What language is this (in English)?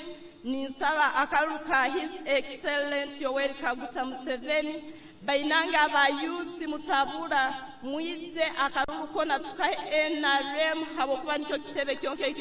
Nyankole